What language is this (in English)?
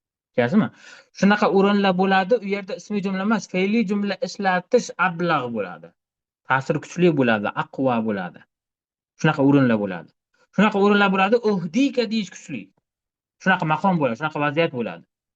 Uzbek